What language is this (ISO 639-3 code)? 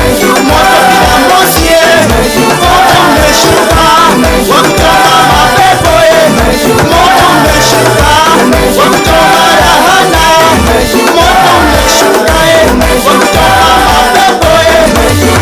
guz